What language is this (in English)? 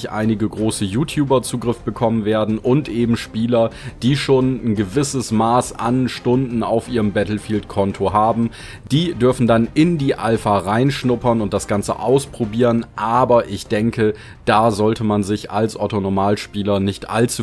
German